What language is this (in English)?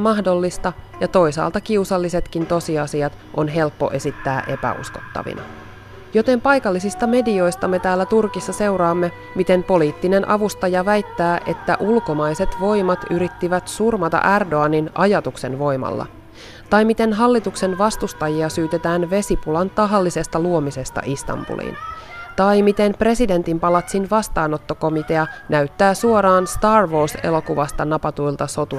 Finnish